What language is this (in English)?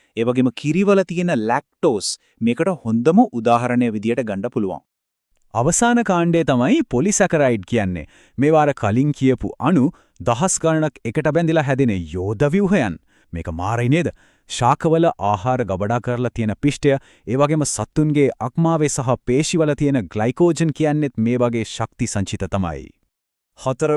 Sinhala